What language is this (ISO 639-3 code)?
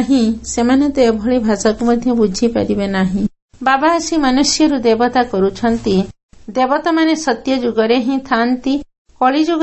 ori